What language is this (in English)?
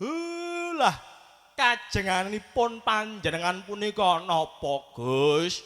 Javanese